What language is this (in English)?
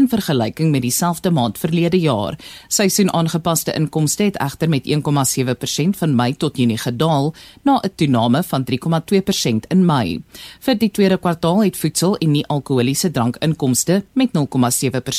Afrikaans